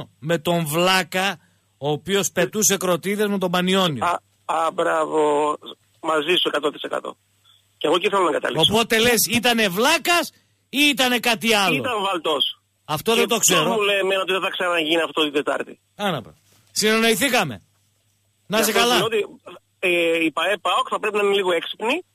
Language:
Greek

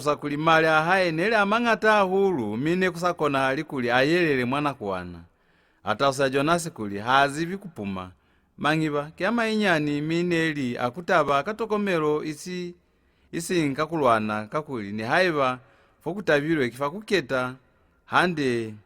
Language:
Lozi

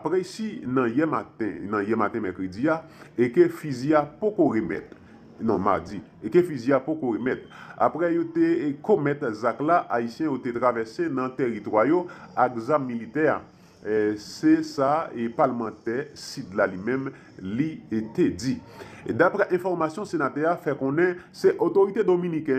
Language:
Haitian Creole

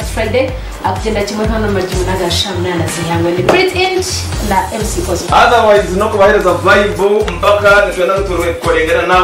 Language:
Nyankole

